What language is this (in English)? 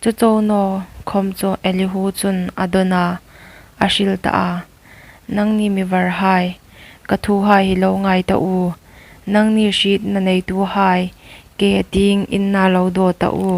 Hmar